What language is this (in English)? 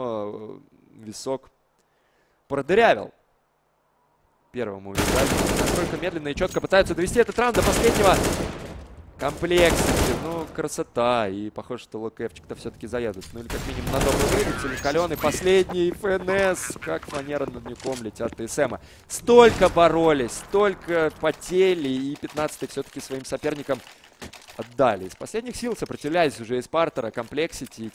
Russian